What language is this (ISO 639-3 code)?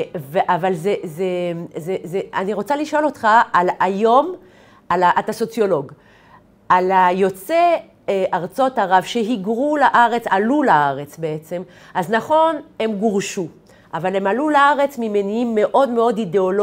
heb